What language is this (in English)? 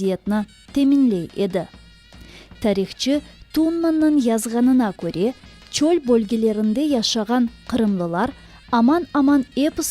Crimean Tatar